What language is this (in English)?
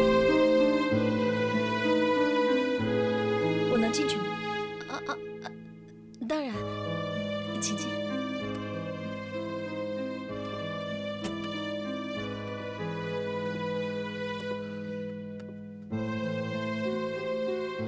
Chinese